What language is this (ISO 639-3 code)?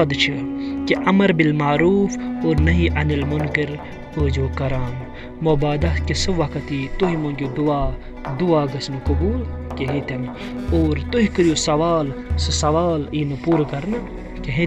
kas